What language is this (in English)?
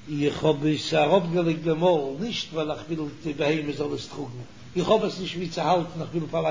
Yiddish